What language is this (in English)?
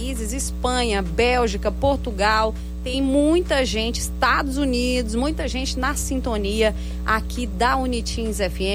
Portuguese